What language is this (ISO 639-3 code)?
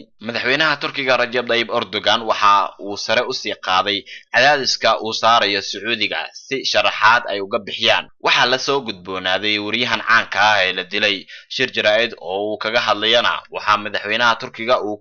som